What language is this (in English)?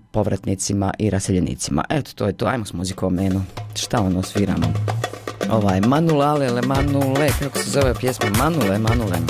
Bosnian